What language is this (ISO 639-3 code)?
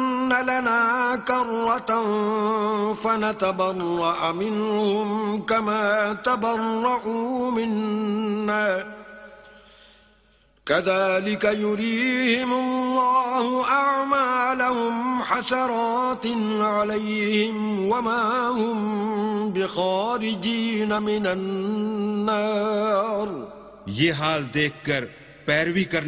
urd